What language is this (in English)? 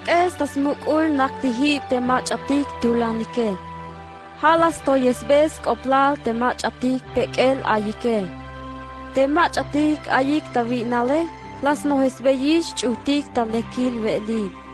Tzeltal